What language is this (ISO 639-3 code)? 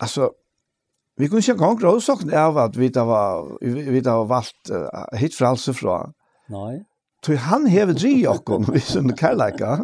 fao